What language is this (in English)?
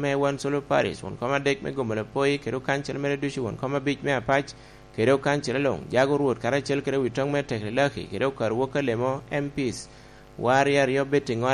Lango (Uganda)